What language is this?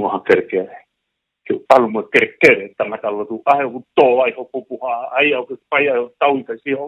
Tongan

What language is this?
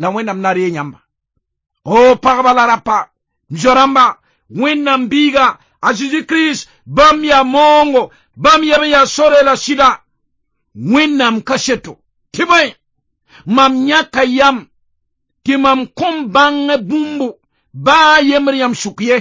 Mossi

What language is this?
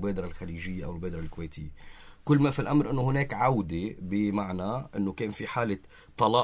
North Levantine Arabic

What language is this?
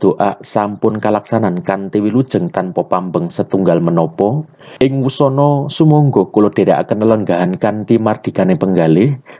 Javanese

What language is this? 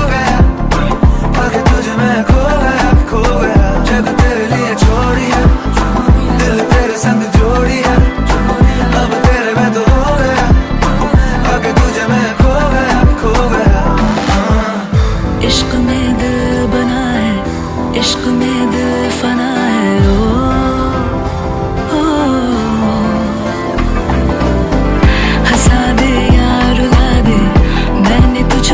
Hindi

